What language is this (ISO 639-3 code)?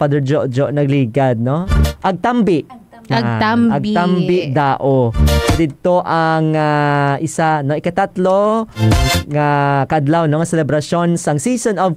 hil